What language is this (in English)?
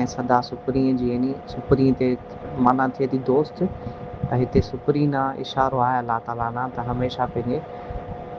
Sindhi